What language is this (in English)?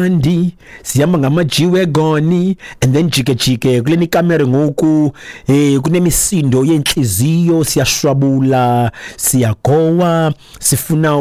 Xhosa